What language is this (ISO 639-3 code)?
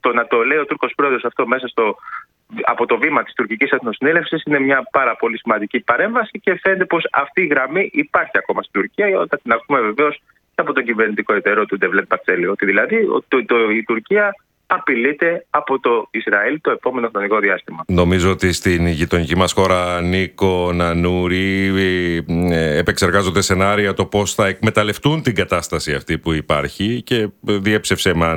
ell